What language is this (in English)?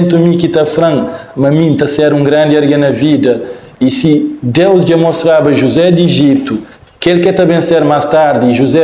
Kabuverdianu